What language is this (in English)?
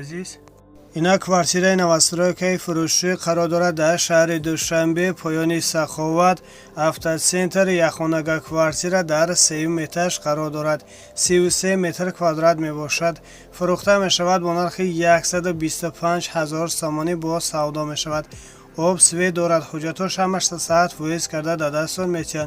Tajik